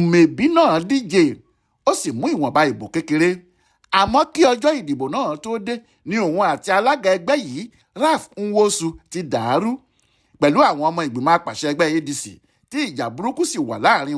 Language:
Yoruba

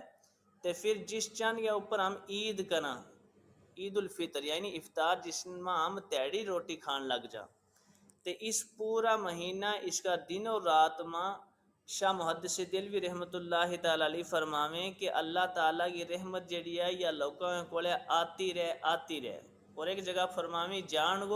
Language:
Gujari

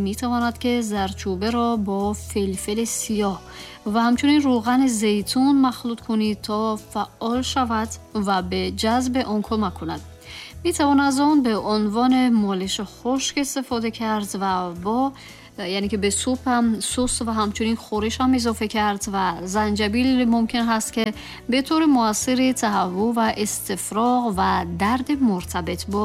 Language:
Tajik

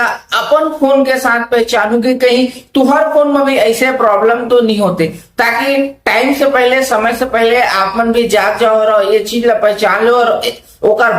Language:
Chhattisgarhi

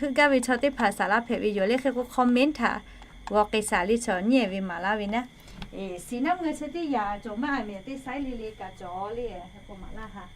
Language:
Lahu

